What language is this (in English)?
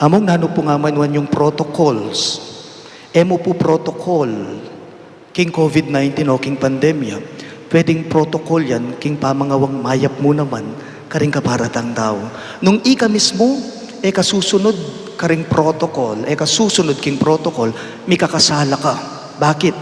Pampanga